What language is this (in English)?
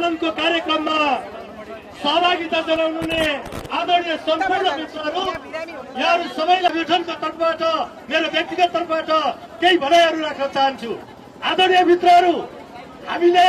Nepali